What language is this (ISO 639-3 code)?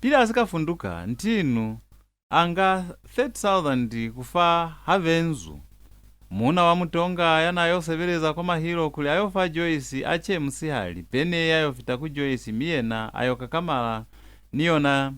loz